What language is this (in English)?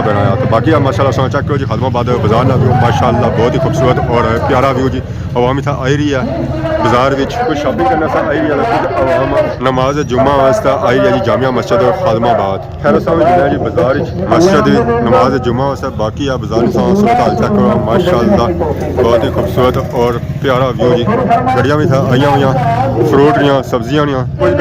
Pahari-Potwari